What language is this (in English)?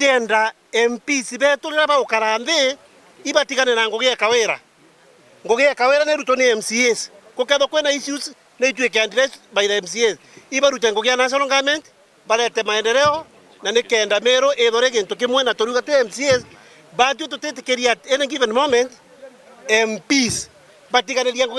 Meru